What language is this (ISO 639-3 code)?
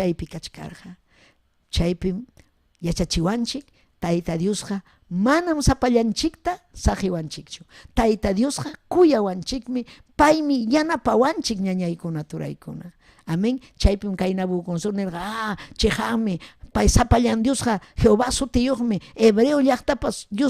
quy